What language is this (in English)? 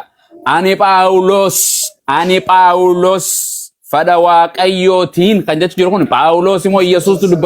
Oromo